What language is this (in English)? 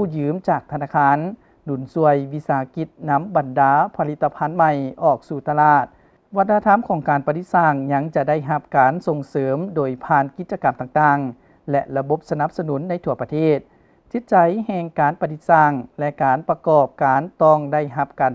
Lao